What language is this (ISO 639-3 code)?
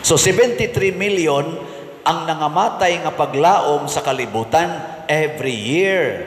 ceb